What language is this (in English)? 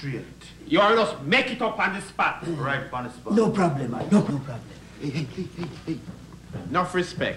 Jamaican Creole English